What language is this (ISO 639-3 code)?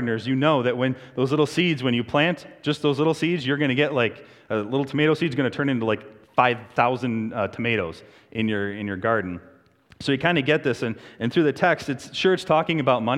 eng